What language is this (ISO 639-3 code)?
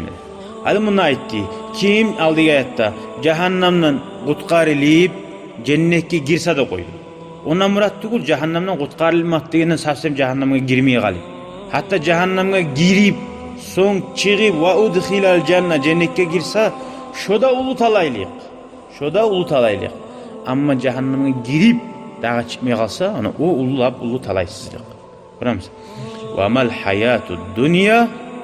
kum